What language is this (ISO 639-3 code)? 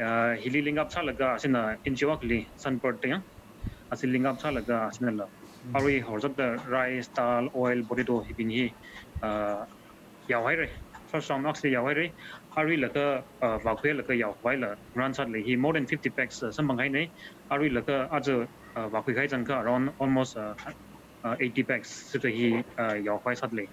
nmf